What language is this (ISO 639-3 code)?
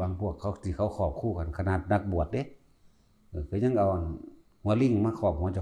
lao